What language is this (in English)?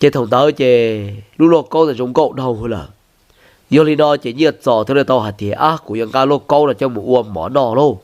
Hmong